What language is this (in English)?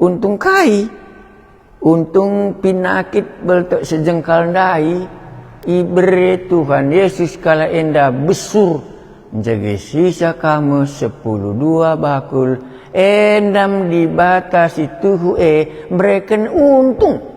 Batak Karo